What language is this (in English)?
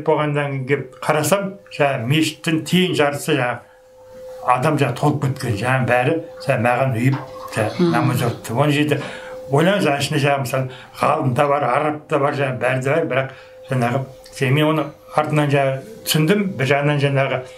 Kazakh